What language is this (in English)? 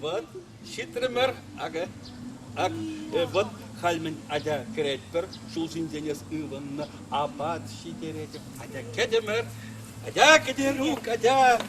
Chuvash